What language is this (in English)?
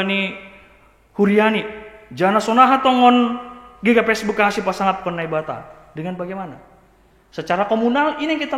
Batak Simalungun